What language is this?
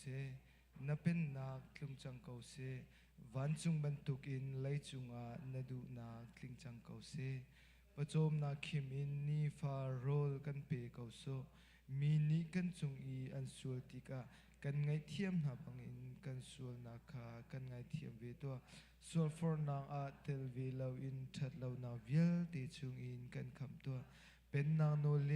Hakha Chin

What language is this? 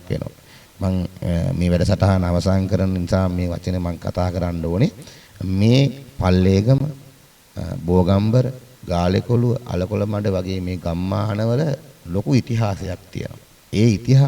Sinhala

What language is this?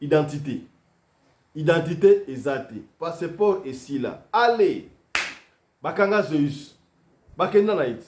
Lingala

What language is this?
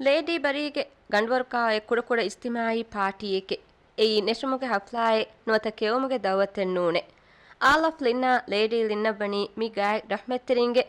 Divehi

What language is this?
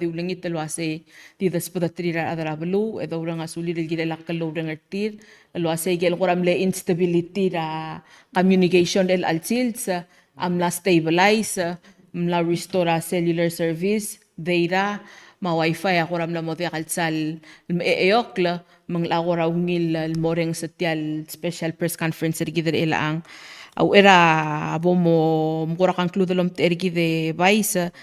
Palauan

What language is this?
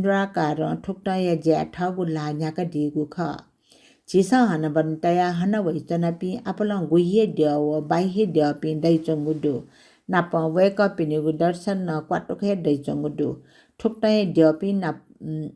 Newari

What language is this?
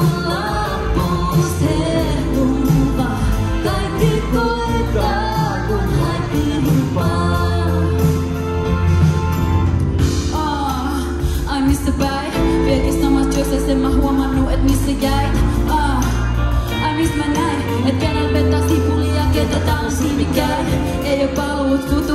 Finnish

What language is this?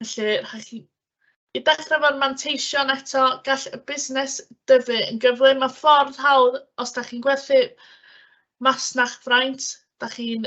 Welsh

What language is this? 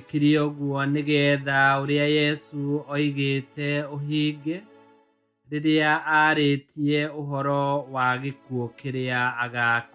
Kikuyu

